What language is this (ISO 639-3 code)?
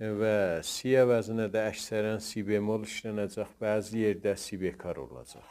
azb